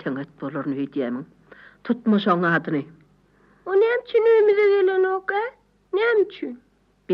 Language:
Turkmen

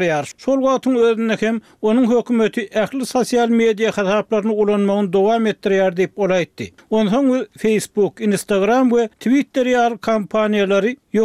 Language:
Turkmen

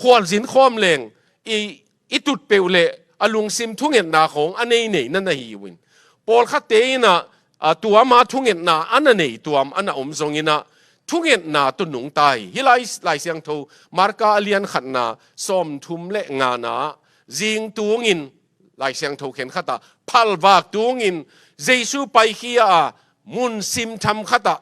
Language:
Tedim Chin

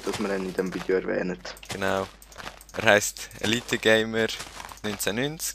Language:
Swiss German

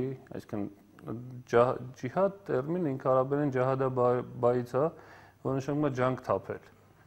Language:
Armenian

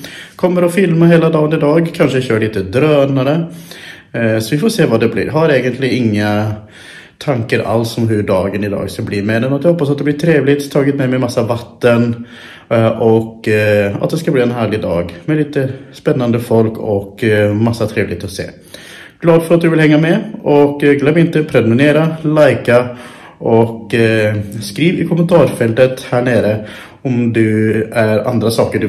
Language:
Swedish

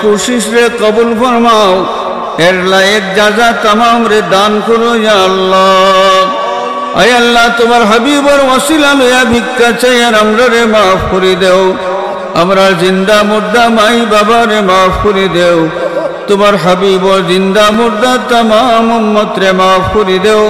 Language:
Sylheti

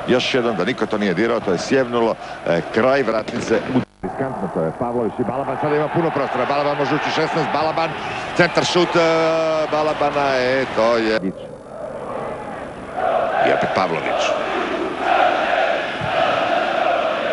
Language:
Croatian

